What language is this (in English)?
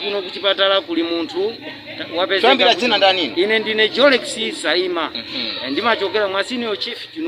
Nyanja